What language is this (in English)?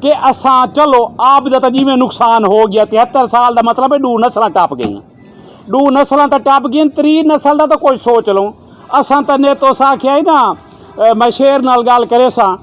Saraiki